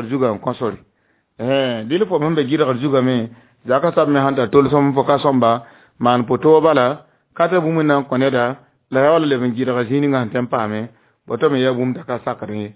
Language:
Mossi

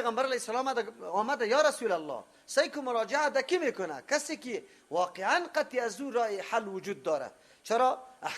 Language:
Persian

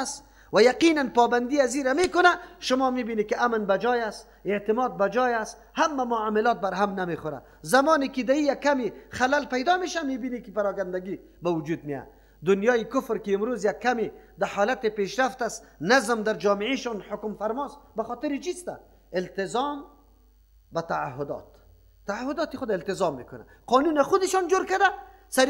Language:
Persian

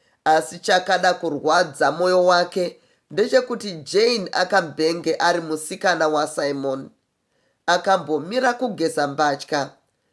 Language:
Shona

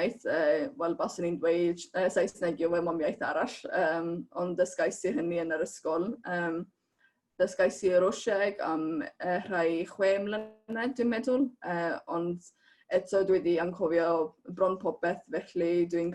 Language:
Welsh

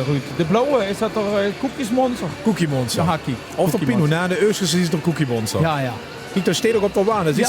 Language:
Limburgish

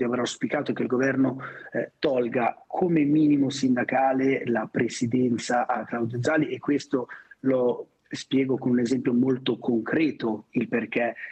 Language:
Italian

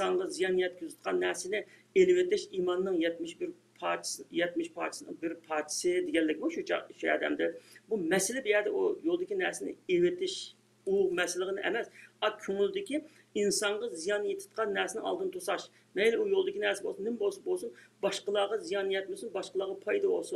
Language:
Uyghur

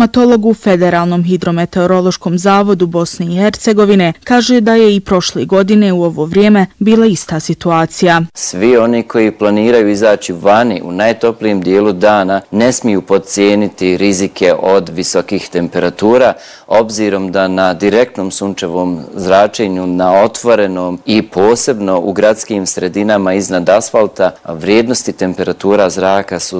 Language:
Bosnian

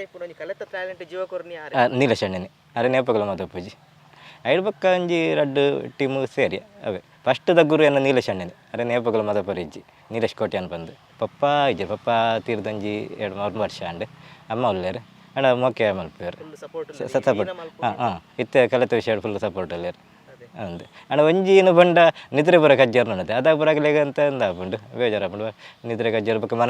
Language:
Tulu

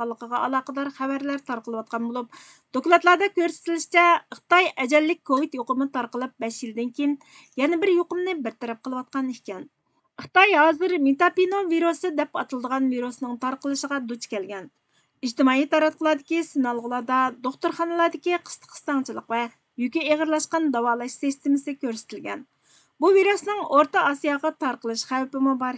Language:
Uyghur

